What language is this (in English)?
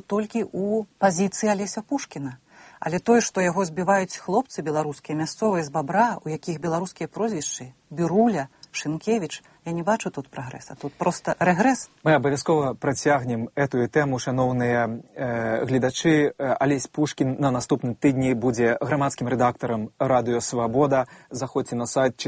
Belarusian